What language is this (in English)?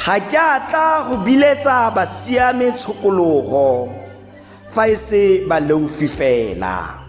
Tswana